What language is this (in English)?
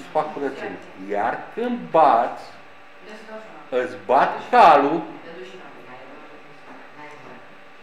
Romanian